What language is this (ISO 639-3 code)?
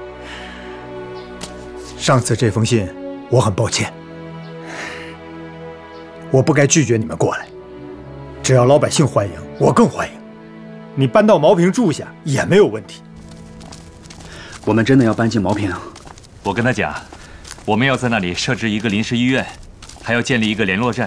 zho